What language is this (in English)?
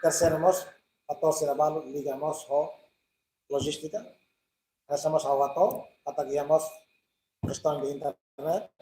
Tetum